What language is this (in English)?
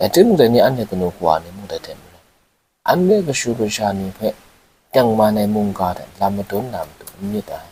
Kachin